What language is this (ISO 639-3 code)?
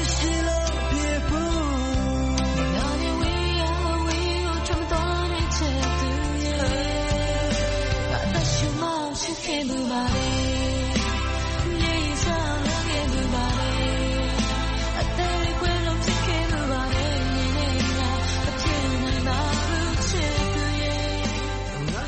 mya